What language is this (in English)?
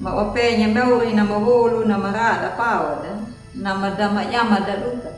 Anakalangu